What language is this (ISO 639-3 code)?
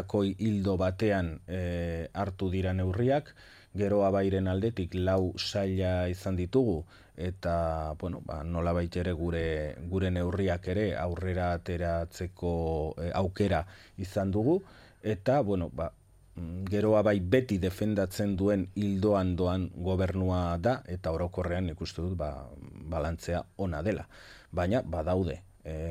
eus